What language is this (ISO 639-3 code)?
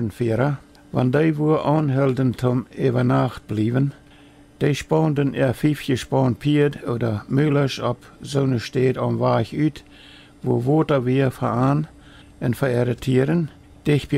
pdt